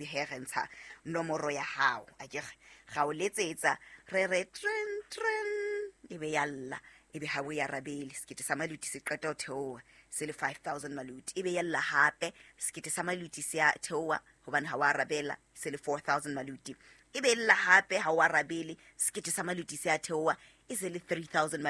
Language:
Southern Sotho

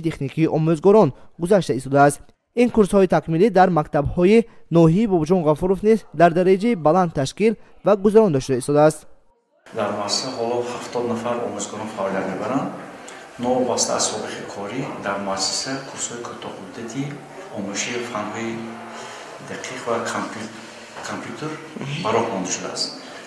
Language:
Tajik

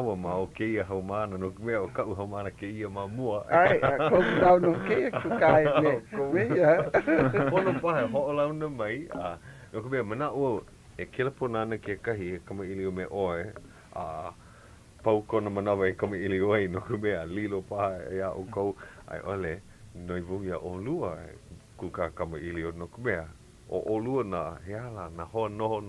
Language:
Hawaiian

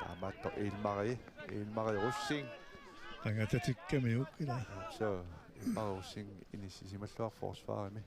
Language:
Kalaallisut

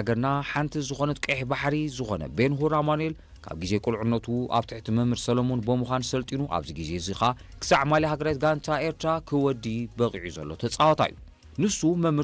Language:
Tigrinya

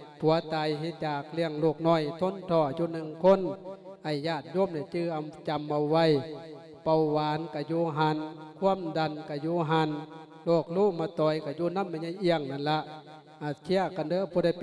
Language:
Lao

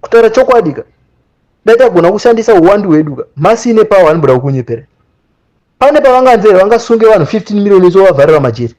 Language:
Shona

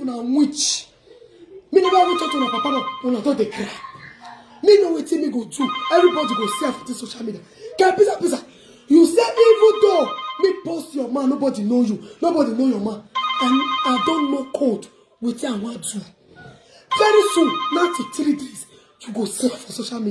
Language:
Nigerian Pidgin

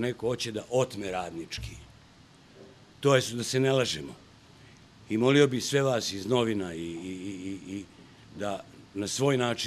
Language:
Serbian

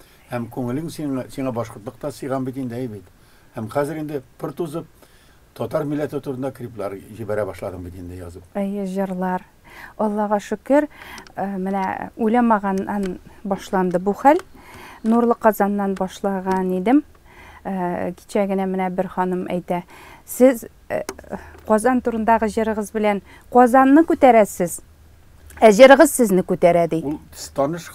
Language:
Tatar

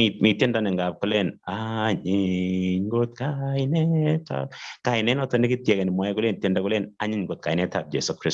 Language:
Kalenjin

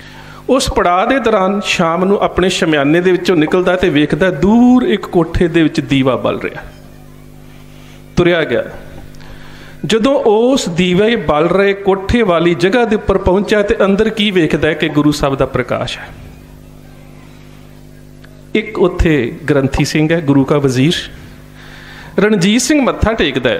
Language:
Punjabi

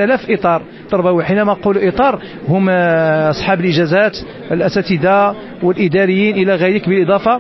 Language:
Moroccan Arabic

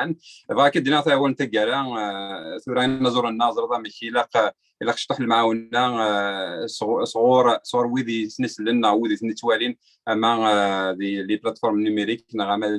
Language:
Kabyle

